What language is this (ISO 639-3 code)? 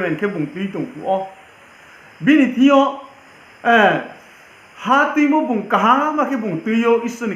ria